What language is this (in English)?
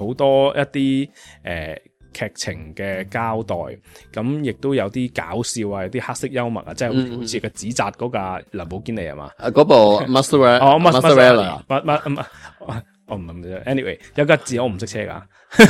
Cantonese